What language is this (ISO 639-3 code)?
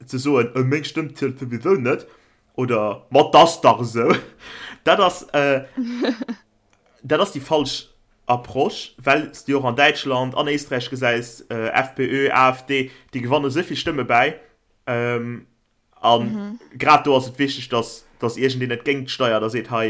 ltz